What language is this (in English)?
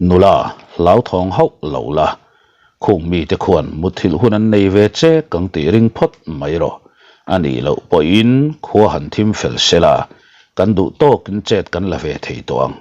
Mizo